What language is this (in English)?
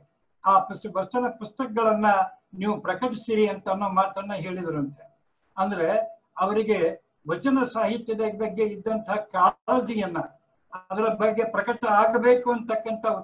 Kannada